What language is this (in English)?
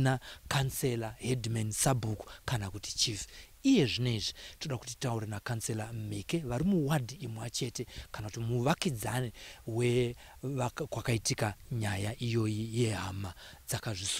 Shona